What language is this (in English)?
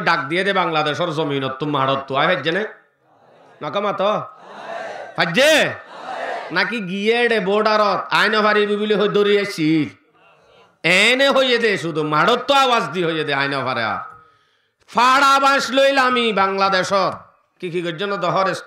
Rohingya